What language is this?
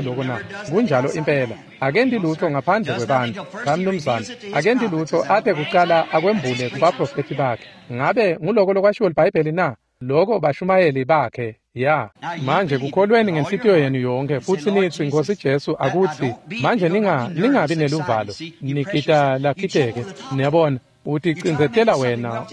Swati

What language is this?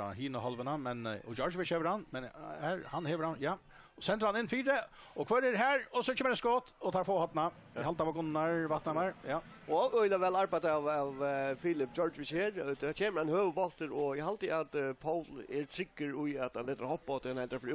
Faroese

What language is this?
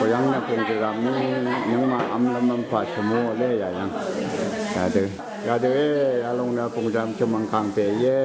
Rawang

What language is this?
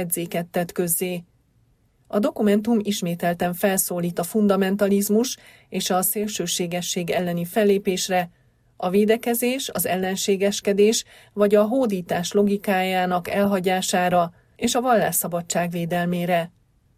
Hungarian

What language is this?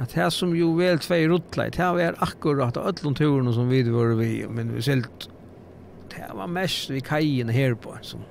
Faroese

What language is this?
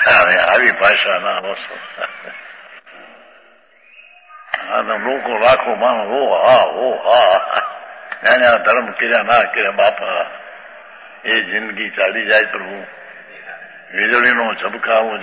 Gujarati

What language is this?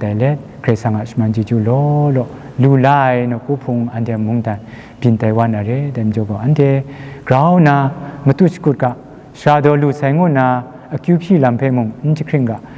Kachin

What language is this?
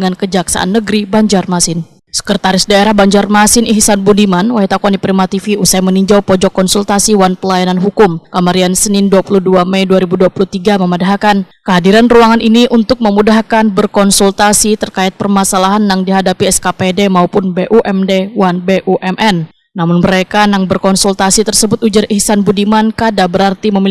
Banjar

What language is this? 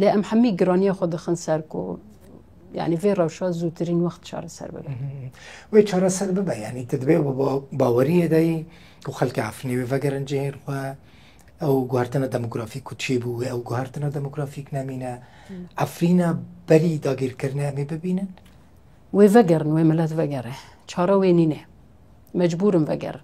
Kurdish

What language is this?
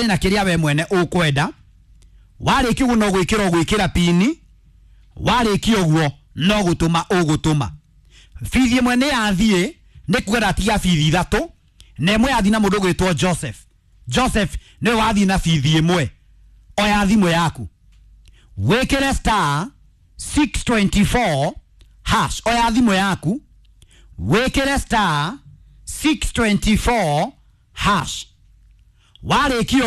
Kikuyu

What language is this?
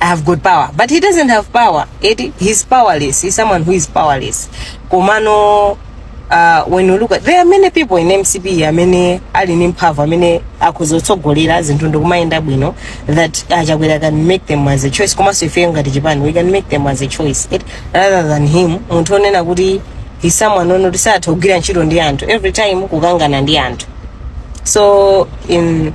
Nyanja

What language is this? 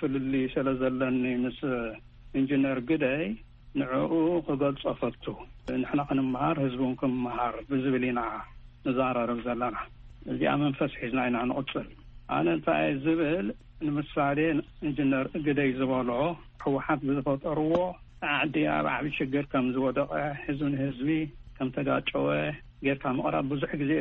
Tigrinya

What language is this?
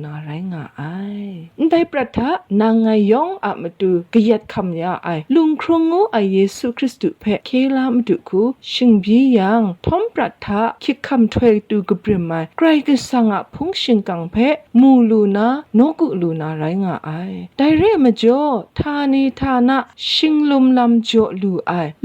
Kachin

